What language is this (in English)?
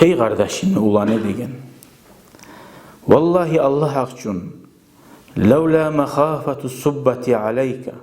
Kumyk